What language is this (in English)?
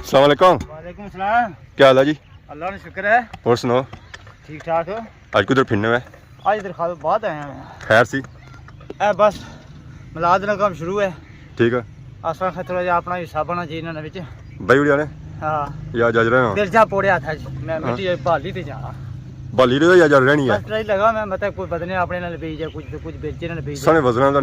Pahari-Potwari